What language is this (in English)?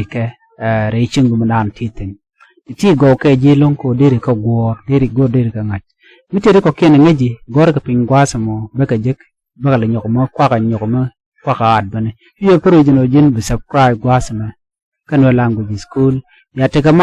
Nuer